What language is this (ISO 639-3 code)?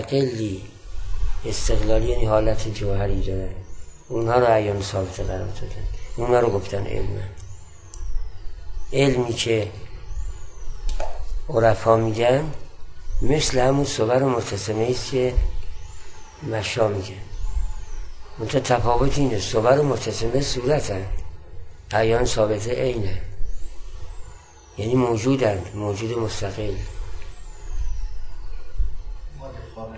fas